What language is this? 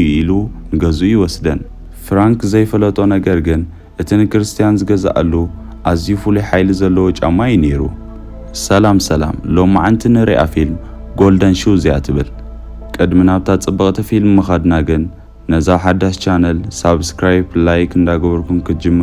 Tigrinya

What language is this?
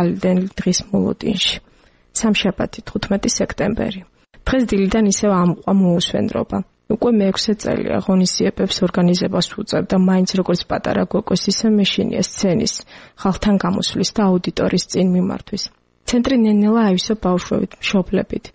Georgian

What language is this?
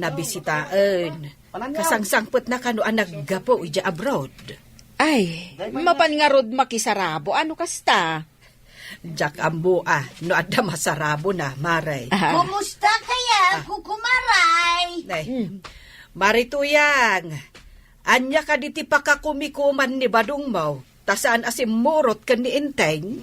Iloko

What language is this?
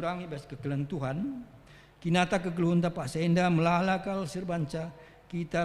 Batak Karo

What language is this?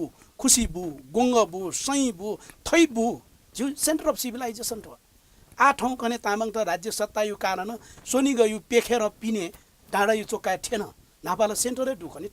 Newari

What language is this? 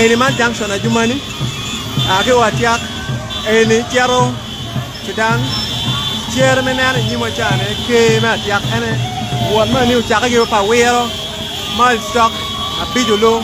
Acoli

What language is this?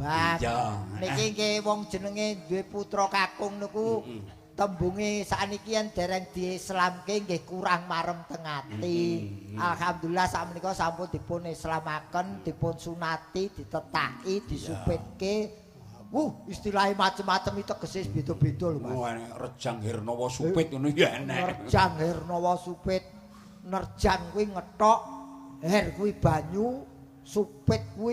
Javanese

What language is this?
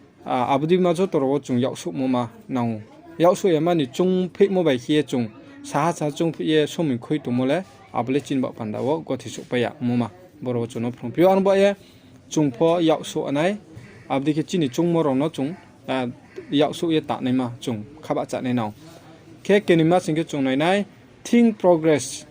Riang (India)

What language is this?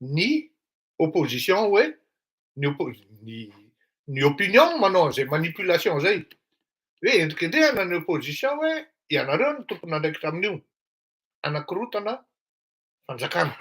Malagasy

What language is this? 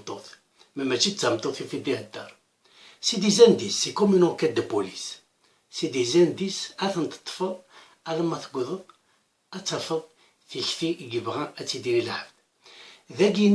Kabyle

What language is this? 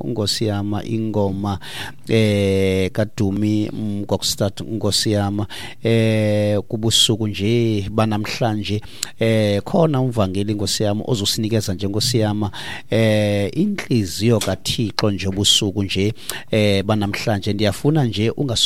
Xhosa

